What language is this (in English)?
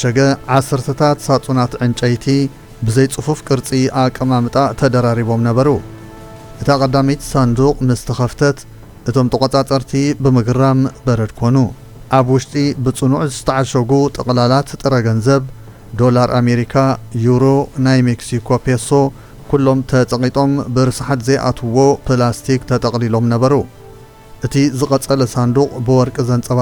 Tigrinya